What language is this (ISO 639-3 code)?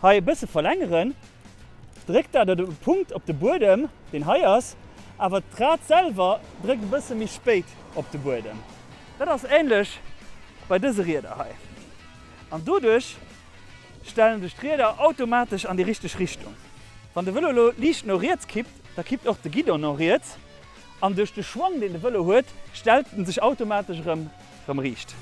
ltz